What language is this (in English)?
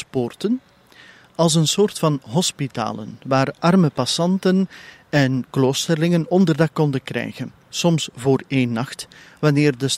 Dutch